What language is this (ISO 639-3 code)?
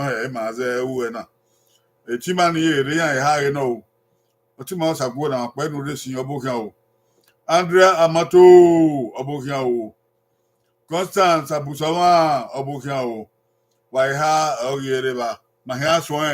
bin